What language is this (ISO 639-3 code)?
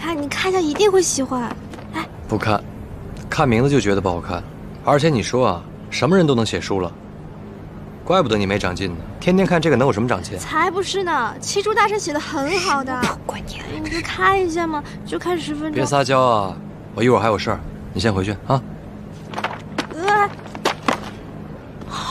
zho